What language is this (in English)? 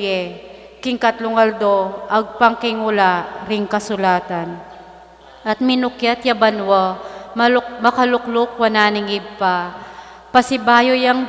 Pampanga